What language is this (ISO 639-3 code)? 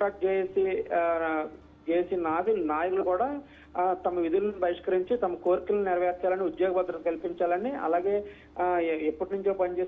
tel